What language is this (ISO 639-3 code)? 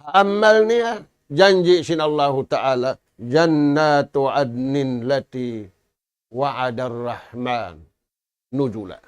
tsg